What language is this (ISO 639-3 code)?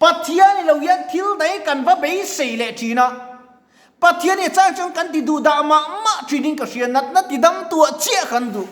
lus